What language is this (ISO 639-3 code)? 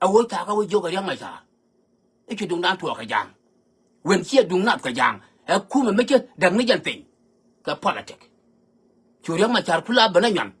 nus